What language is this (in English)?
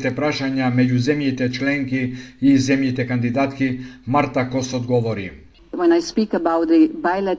Macedonian